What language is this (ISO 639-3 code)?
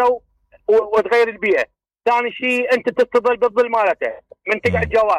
acm